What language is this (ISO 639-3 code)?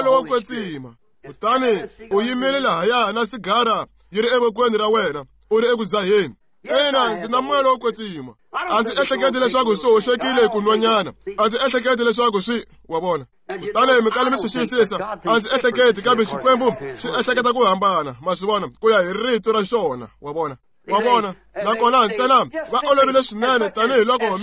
tso